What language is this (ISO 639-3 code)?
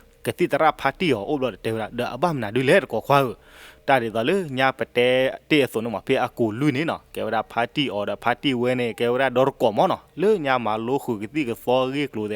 ksw